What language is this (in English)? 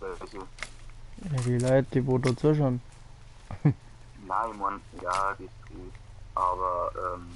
Bavarian